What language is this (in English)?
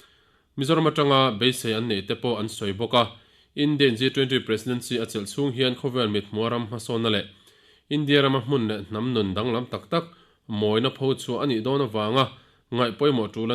Mizo